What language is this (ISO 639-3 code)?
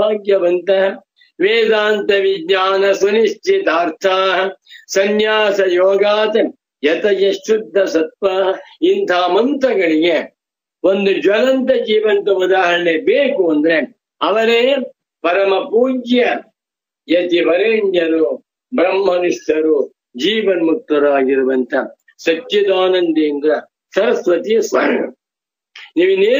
kan